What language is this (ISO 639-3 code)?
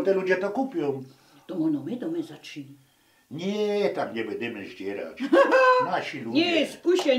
szl